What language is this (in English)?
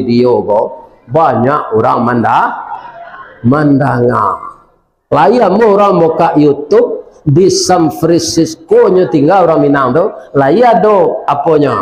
Minangkabau